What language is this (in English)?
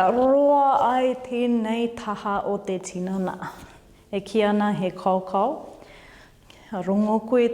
Māori